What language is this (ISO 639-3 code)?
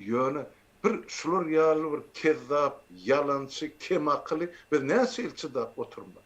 tuk